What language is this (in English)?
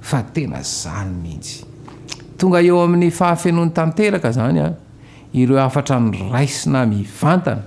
Malagasy